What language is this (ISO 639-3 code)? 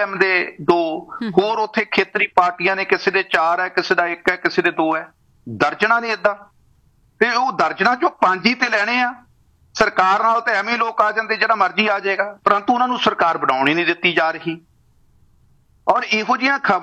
pan